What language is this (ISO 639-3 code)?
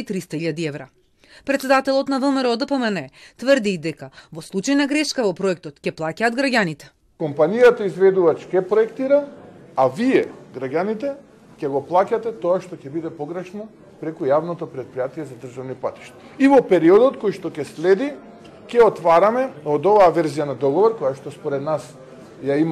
mkd